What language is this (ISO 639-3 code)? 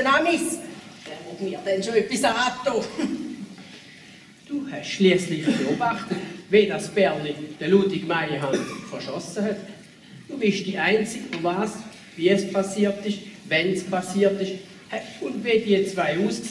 deu